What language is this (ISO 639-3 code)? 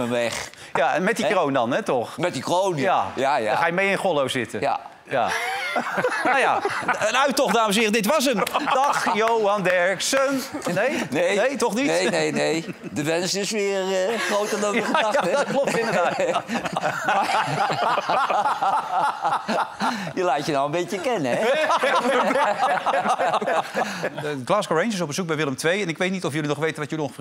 nld